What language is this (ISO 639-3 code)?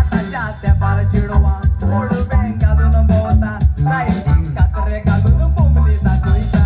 kok